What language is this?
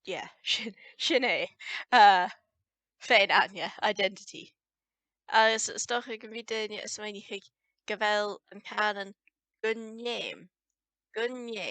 Scottish Gaelic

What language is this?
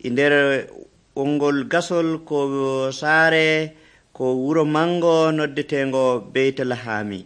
Nigerian Fulfulde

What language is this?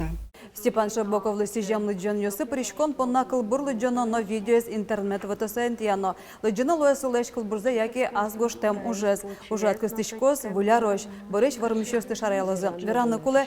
Udmurt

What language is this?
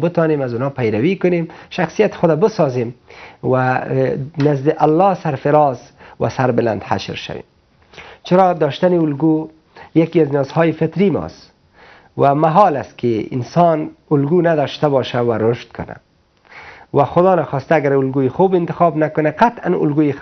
Persian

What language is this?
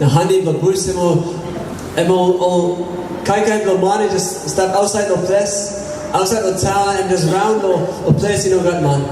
Tok Pisin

